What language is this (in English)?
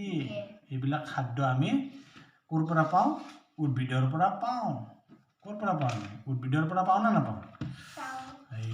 Assamese